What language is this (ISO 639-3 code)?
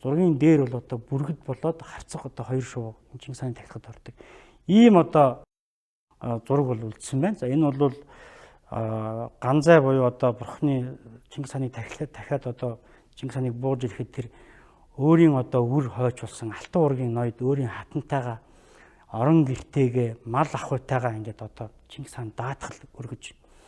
mon